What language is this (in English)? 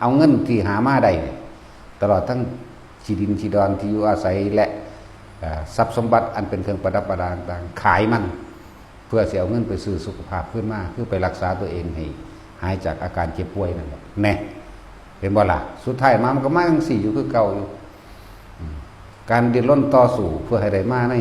Northeastern Thai